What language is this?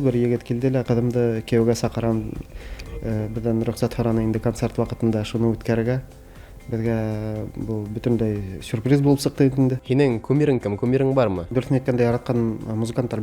Bashkir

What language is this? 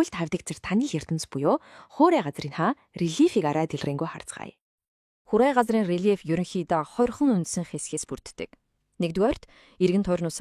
Mongolian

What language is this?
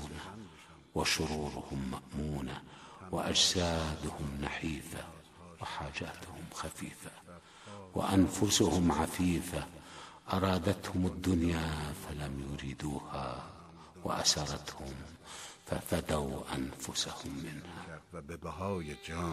Arabic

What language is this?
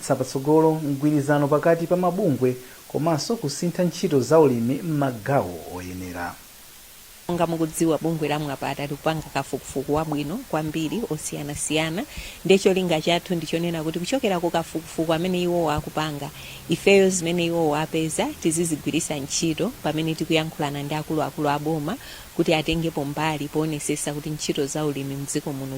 Nyanja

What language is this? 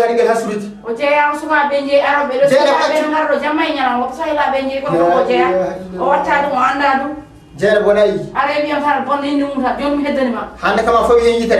Fula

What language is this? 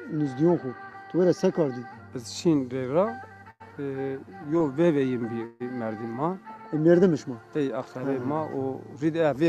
Zaza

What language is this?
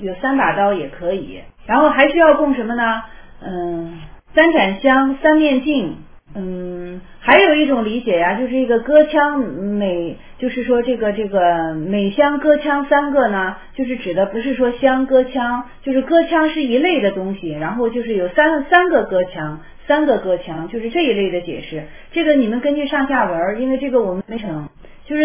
Chinese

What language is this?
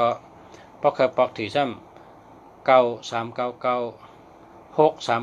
Shan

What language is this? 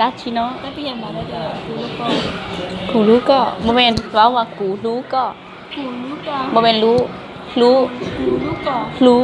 Lao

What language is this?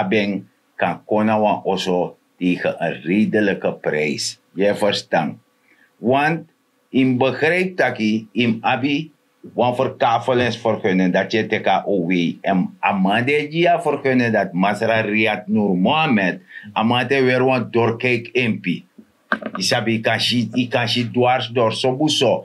Sranan Tongo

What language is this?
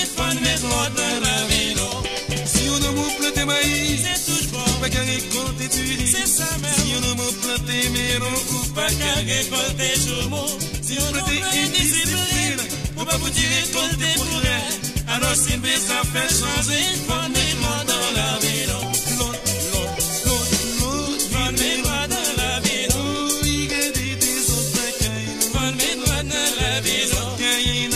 Haitian Creole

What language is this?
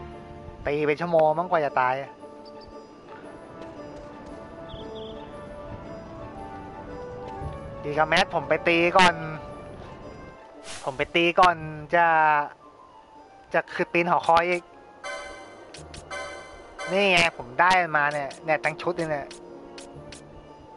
Thai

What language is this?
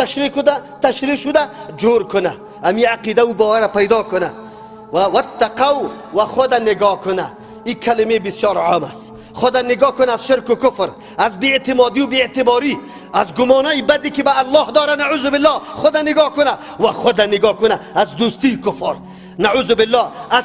Persian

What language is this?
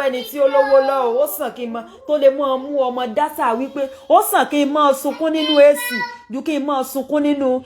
Yoruba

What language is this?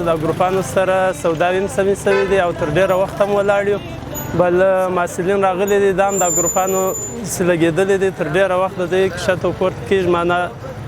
Pashto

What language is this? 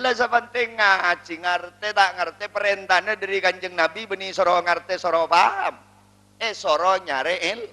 Madurese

